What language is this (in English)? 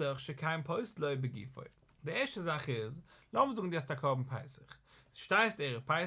Yiddish